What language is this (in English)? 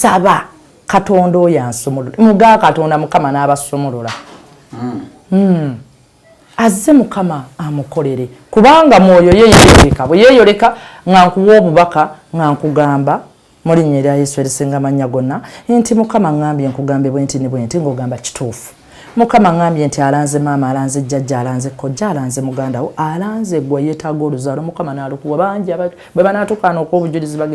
Ganda